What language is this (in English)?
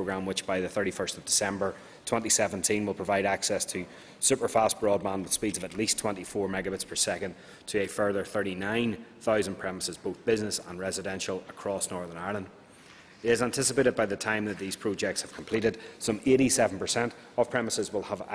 English